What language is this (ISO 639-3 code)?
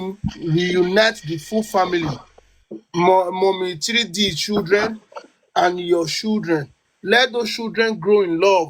pcm